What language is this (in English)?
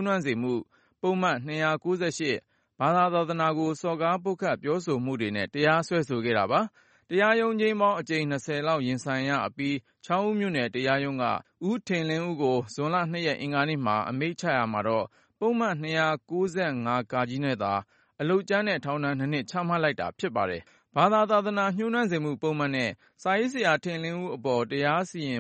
Burmese